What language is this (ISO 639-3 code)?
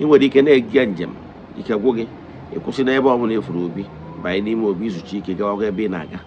ibo